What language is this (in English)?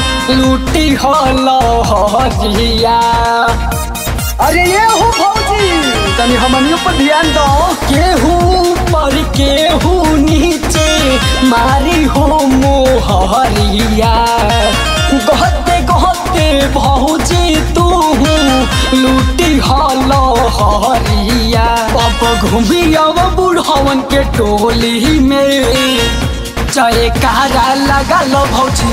Bhojpuri